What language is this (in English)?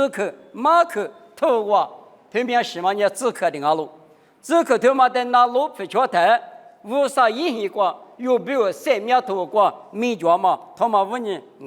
Lisu